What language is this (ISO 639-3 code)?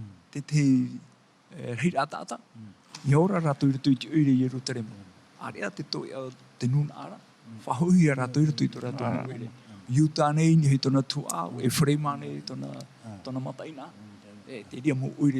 tah